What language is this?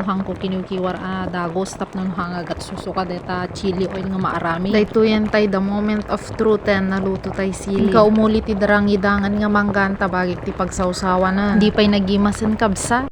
Iloko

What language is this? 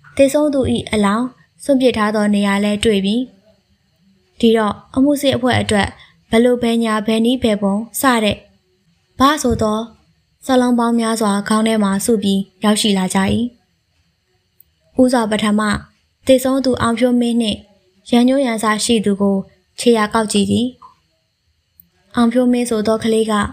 Burmese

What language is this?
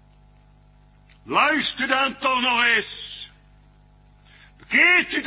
Dutch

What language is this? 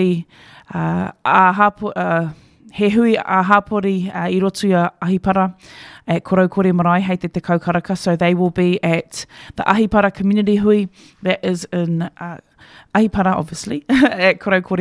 Māori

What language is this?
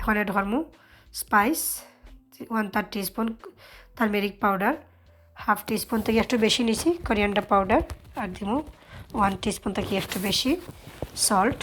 Sylheti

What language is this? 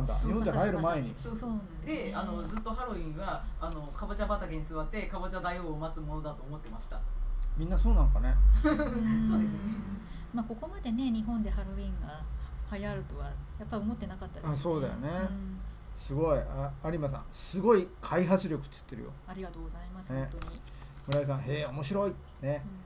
Japanese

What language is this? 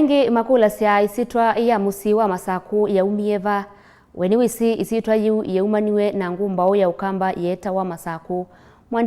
Kamba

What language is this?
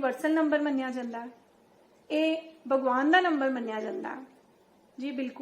Dogri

